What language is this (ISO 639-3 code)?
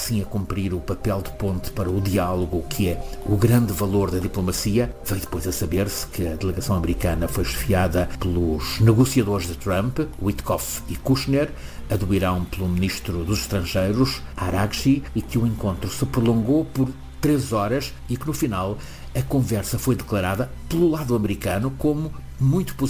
por